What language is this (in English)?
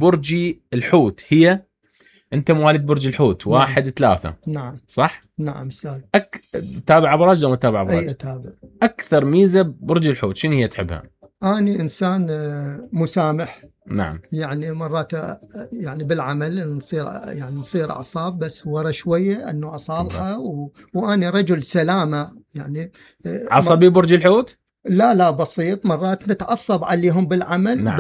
Mesopotamian Arabic